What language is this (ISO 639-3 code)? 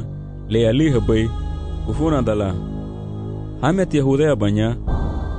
cab